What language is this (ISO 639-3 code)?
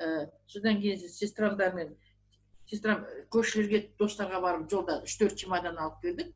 kaz